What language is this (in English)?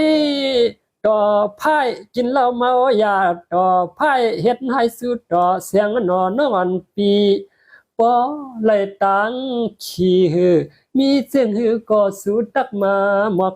Shan